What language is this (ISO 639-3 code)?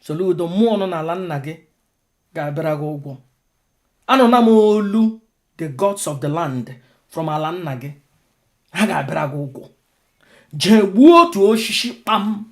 ibo